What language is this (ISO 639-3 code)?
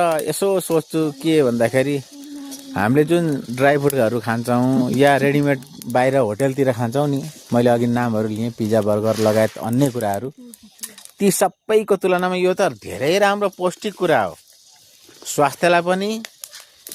nep